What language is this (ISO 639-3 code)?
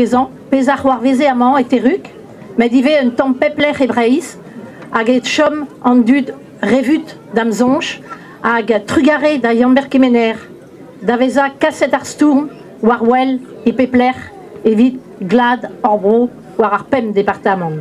bre